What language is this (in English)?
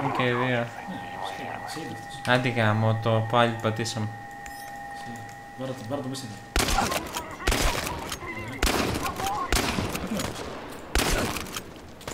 Greek